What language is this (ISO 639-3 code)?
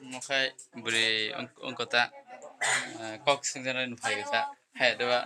trp